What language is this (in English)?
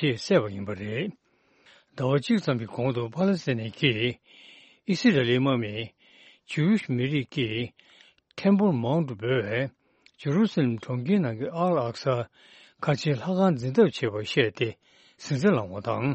Tibetan